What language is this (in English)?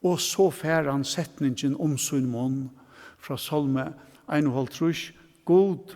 Faroese